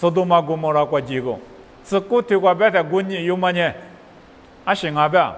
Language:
Lisu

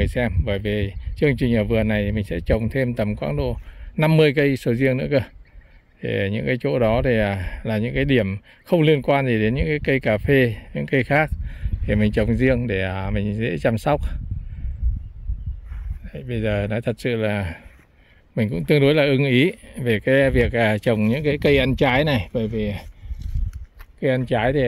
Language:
Vietnamese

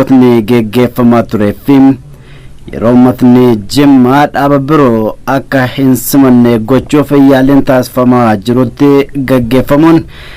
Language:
Oromo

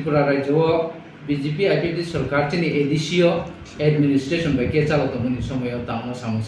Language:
Kok Borok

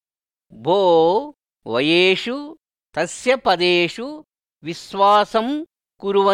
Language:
Sanskrit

